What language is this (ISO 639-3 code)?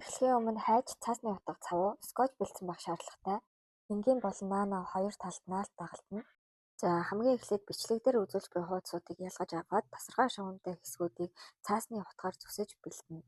mon